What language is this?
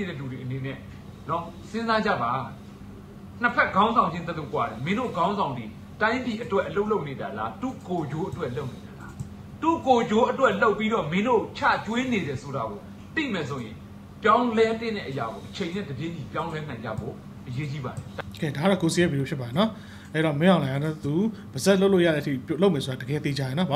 Burmese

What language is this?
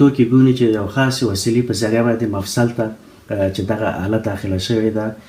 Pashto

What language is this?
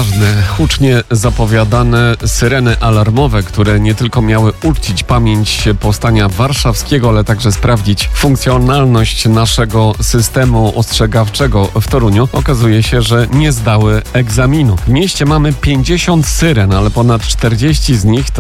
Polish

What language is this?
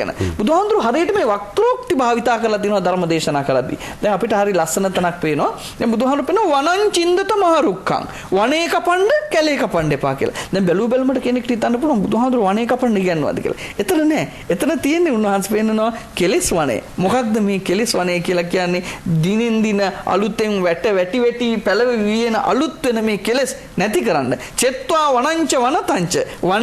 Sinhala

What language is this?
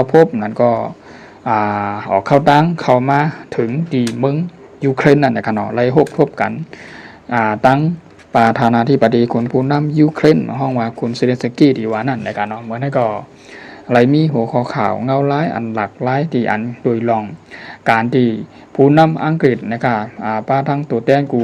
Shan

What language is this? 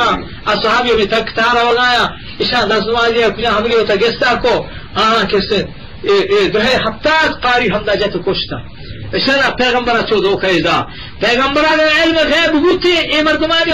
Eastern Balochi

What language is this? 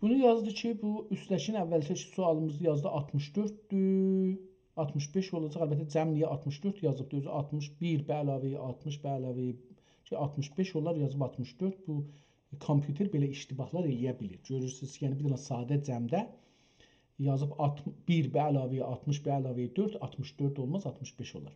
South Azerbaijani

